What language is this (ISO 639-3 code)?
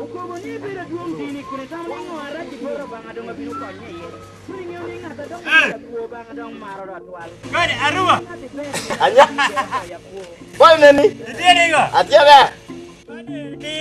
laj